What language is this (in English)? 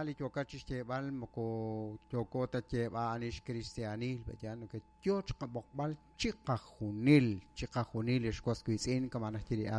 Kekchí